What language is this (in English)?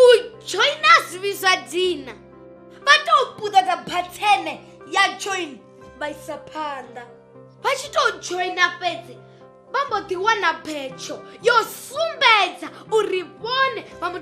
Venda